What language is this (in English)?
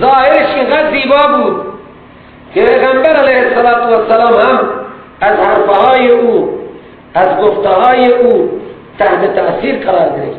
Persian